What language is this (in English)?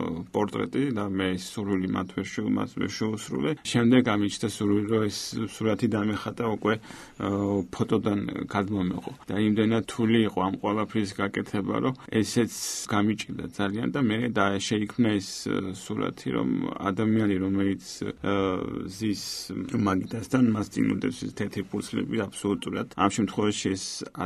Georgian